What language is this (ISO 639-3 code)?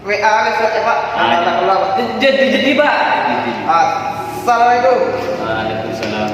min